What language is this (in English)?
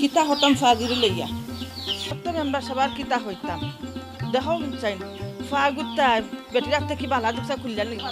Sylheti